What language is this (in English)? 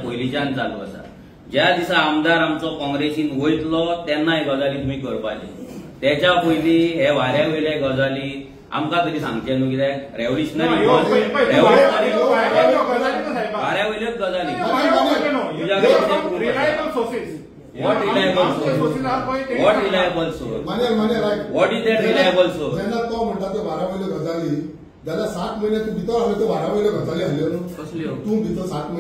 Konkani